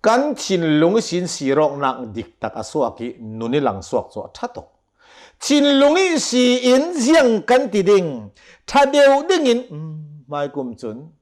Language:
Hakha Chin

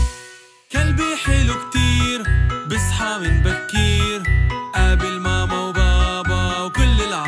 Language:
South Levantine Arabic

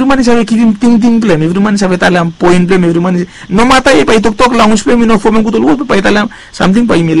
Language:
Bislama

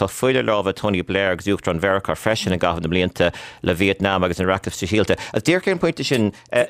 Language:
Irish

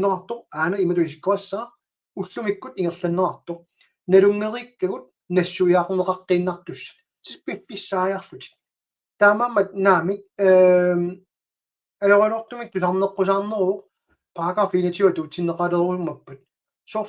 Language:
Kalaallisut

